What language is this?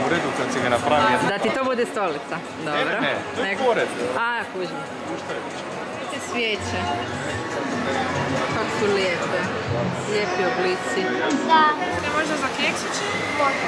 Croatian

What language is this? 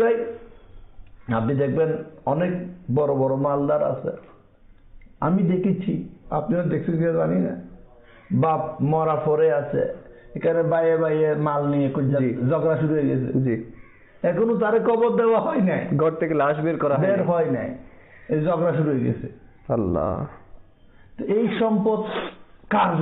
Bangla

